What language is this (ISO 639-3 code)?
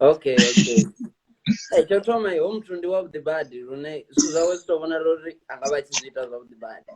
ven